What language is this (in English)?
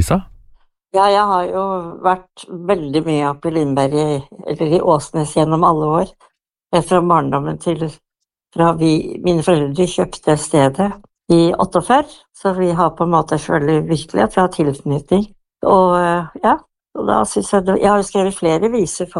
Norwegian